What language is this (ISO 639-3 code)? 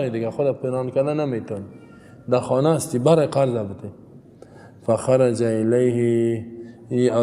fas